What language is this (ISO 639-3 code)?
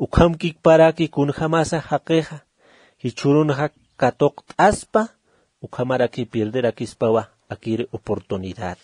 aym